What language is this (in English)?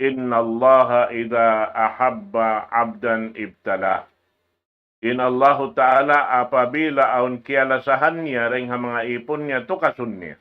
Tausug